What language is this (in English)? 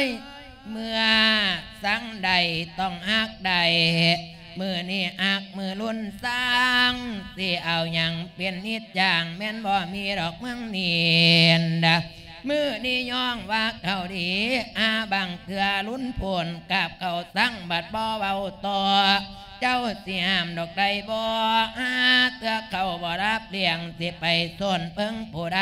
Lao